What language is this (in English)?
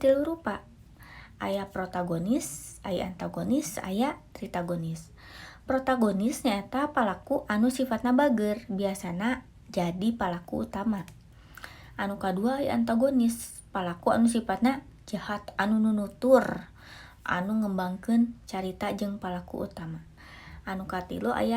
Sundanese